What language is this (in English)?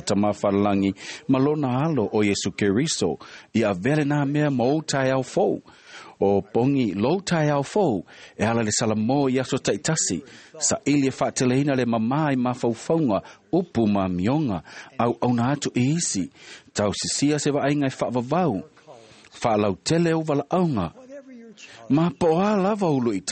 Samoan